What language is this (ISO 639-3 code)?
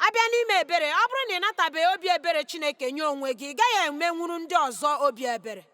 ibo